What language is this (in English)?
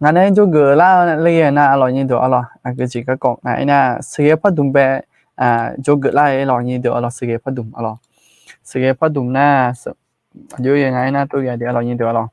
Akha